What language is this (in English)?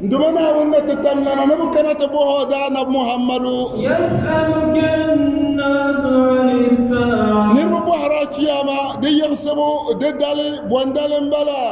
Dagbani